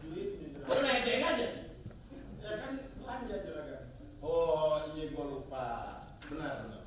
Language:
Betawi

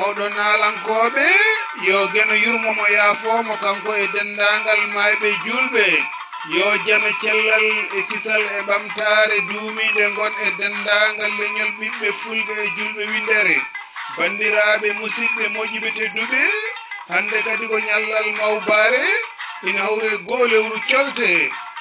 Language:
Fula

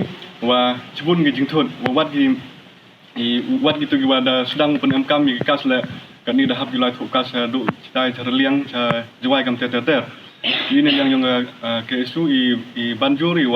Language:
Pnar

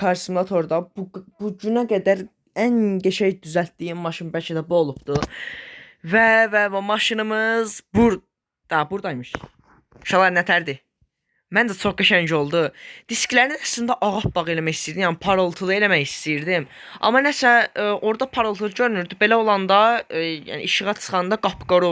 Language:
Azerbaijani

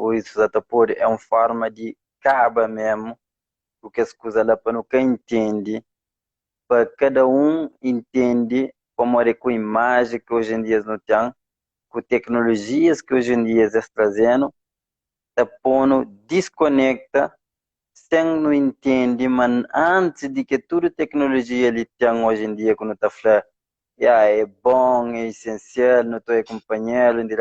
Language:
Kabuverdianu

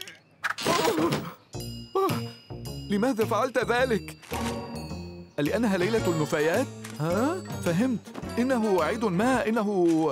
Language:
Arabic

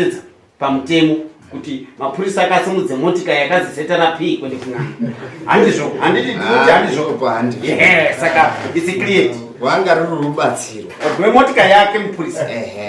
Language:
Shona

